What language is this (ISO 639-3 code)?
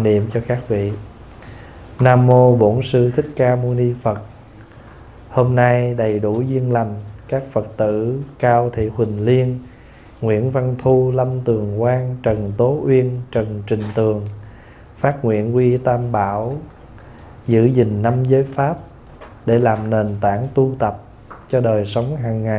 vie